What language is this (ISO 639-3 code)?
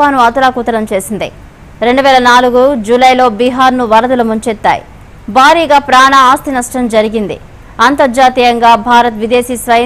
tel